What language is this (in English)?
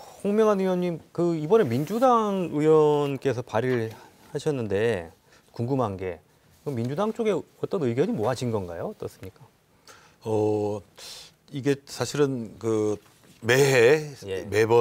Korean